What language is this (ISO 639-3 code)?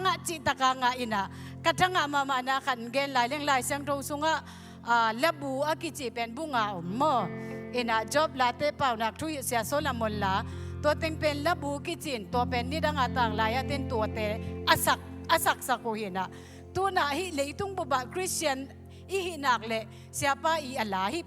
ctd